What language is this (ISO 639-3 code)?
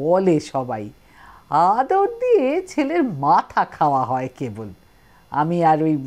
ben